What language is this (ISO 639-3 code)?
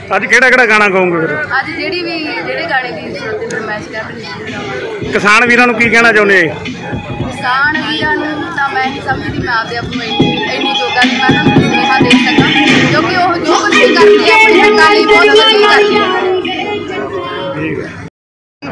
pan